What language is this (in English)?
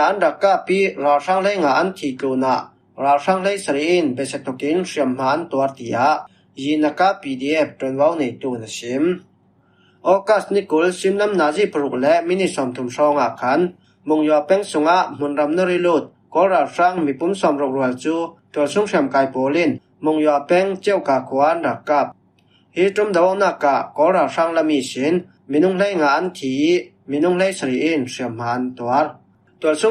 Falam Chin